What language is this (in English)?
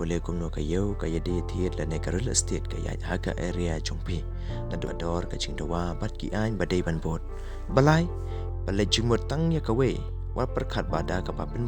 Khasi